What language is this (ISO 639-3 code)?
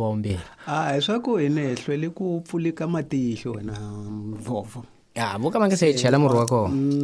tso